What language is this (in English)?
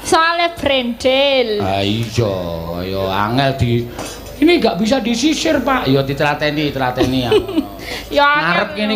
Javanese